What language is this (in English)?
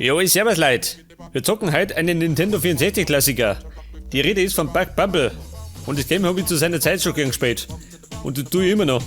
Bavarian